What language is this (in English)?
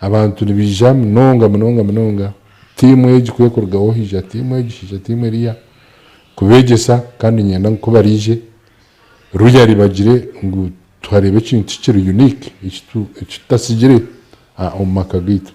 Nyankole